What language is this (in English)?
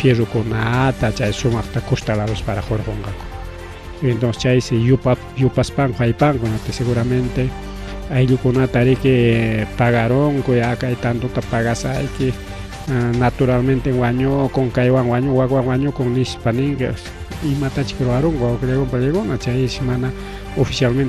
Ayacucho Quechua